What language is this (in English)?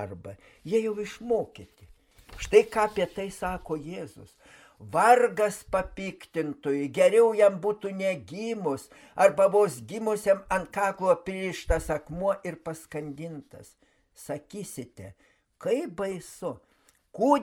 Lithuanian